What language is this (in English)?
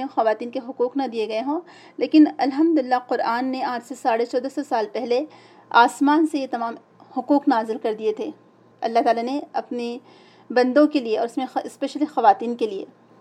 Urdu